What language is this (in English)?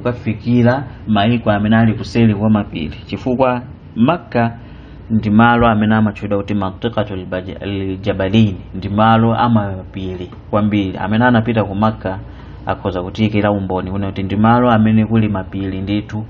Nyanja